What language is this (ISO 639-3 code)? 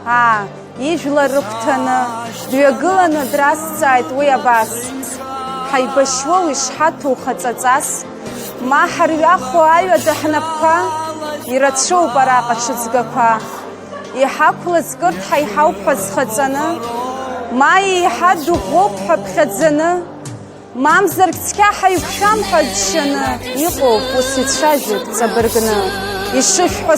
abk